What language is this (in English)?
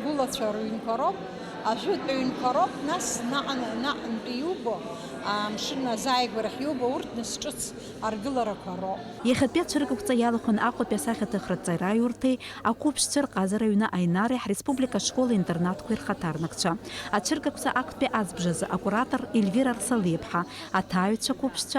Abkhazian